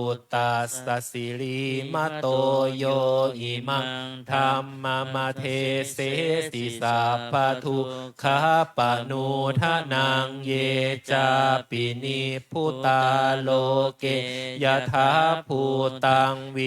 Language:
Pali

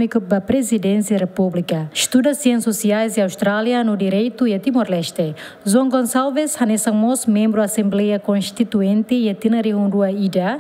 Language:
Tetum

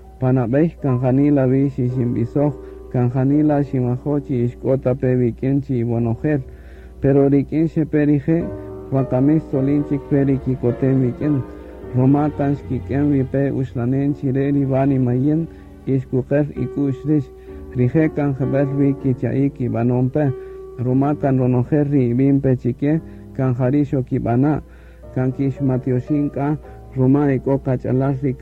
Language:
Kaqchikel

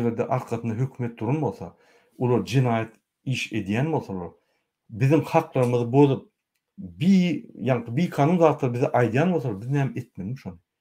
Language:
Turkmen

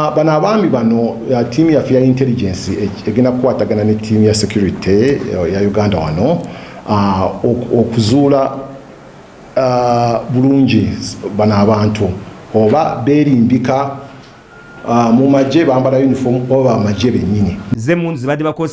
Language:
Ganda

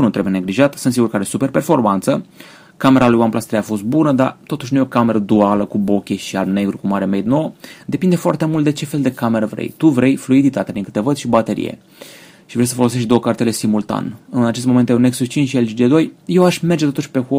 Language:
Romanian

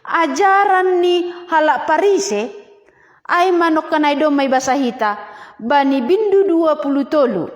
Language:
Batak Simalungun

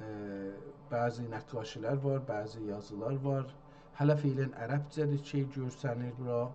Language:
South Azerbaijani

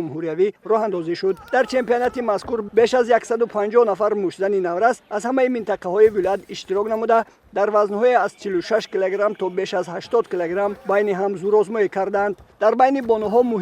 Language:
Tajik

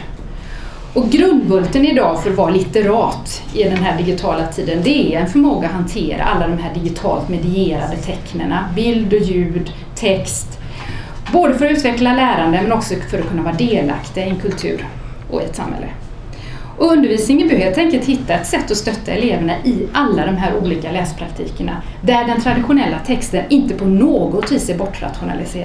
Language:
Swedish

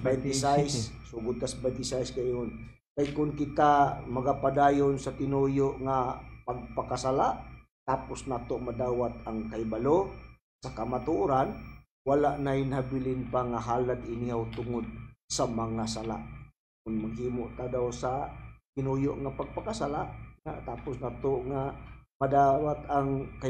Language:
Cebuano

